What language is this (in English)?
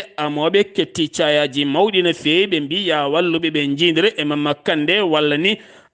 Fula